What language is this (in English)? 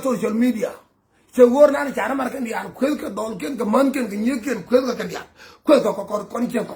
Nuer